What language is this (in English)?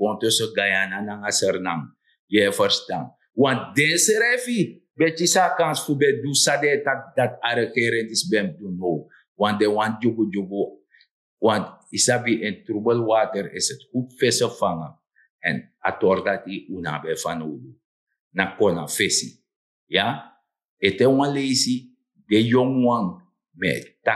Sranan Tongo